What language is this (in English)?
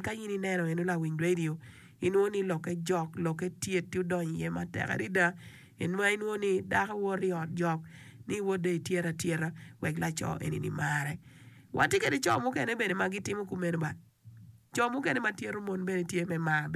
Acoli